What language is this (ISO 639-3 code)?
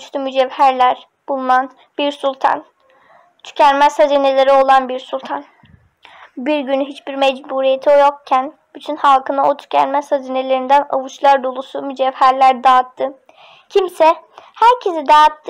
tur